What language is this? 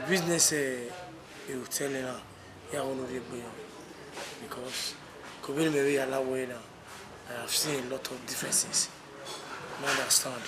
Bini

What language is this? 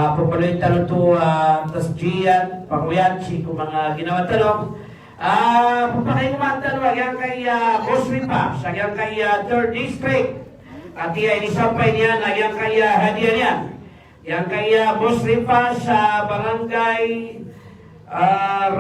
Maranao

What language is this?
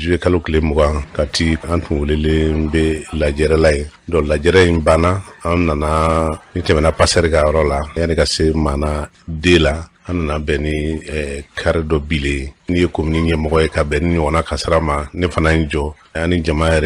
Bambara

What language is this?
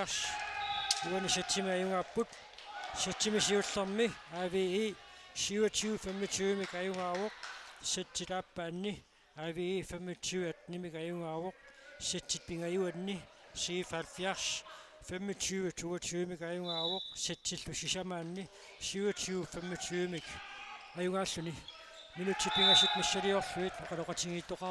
Kalaallisut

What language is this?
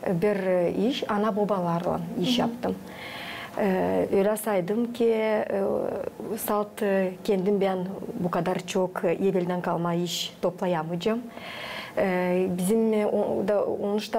Gagauz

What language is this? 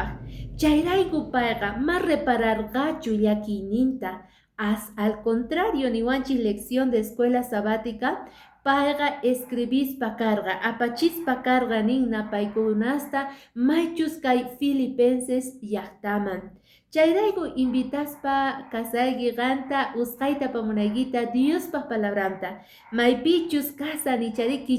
Quechua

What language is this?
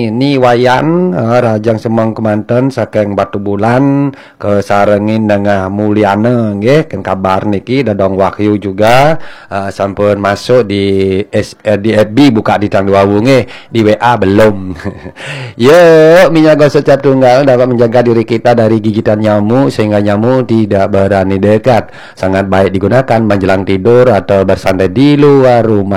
Balinese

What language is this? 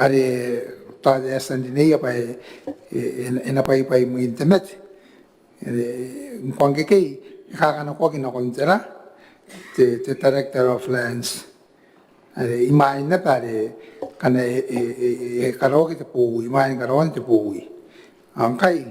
Gilbertese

